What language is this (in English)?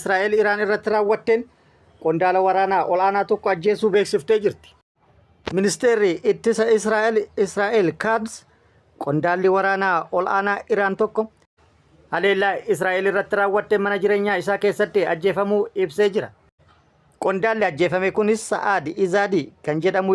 Oromo